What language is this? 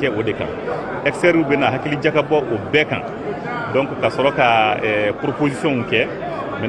Bambara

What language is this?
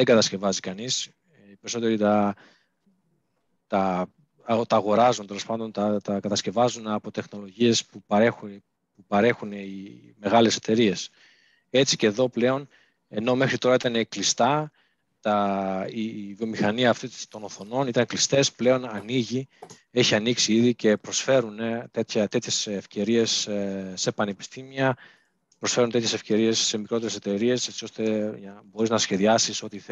Greek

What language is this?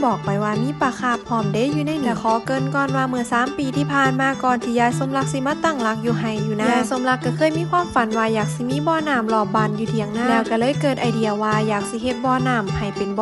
Northeastern Thai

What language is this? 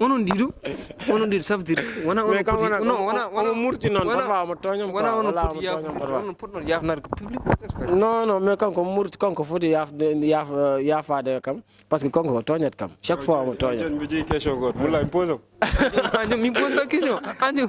Fula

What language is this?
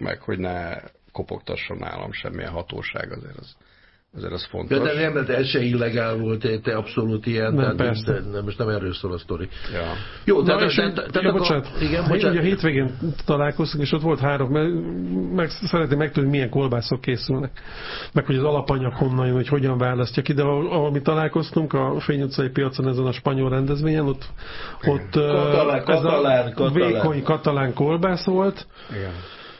Hungarian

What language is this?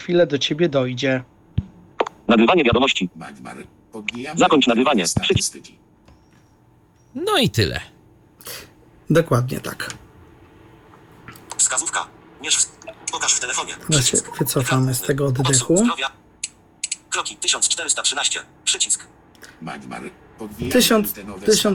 Polish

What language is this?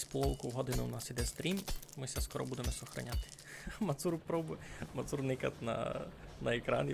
Rusyn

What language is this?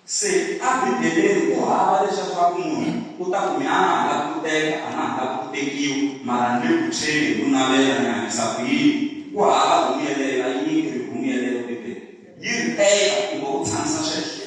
Tsonga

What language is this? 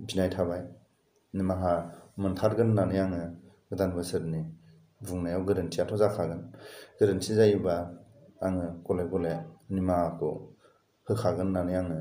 Bodo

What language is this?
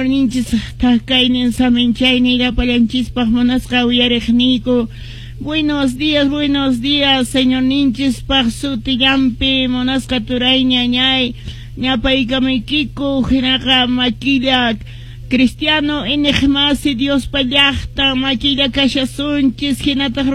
Quechua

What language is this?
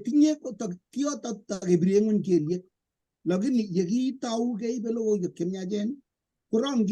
Kalenjin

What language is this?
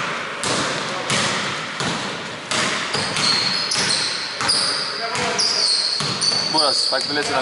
Greek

